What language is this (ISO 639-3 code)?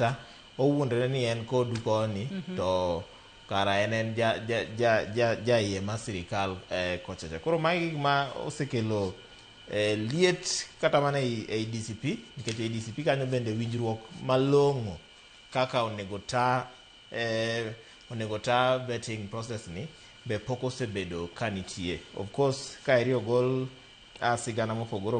luo